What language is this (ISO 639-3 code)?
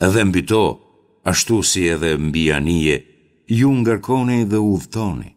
sqi